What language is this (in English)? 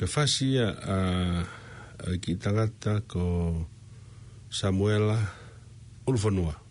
Tongan